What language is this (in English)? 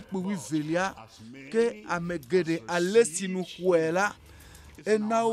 Ewe